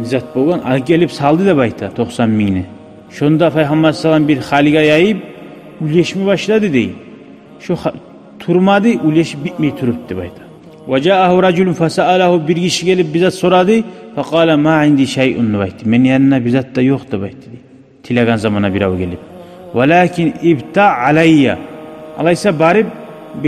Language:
Kumyk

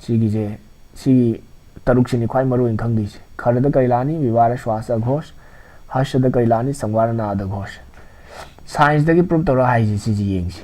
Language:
Manipuri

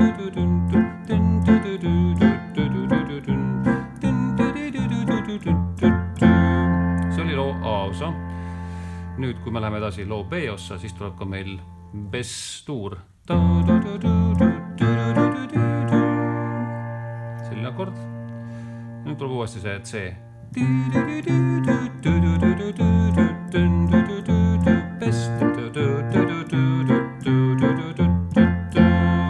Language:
Estonian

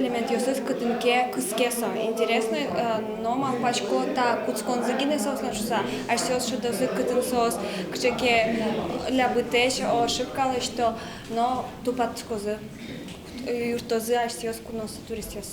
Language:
Udmurt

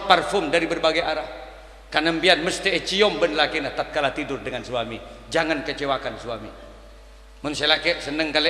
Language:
Madurese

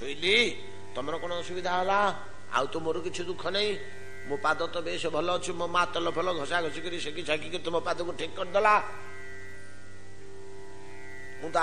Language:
Odia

